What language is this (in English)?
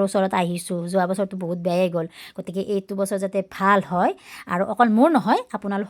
Assamese